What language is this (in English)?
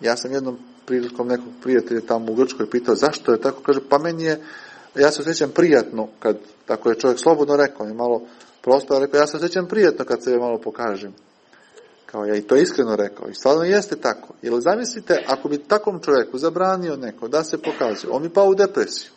Serbian